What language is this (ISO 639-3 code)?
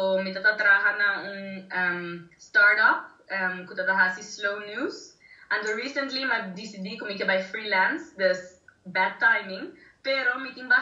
pap